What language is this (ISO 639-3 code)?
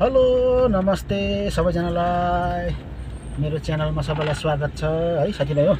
nep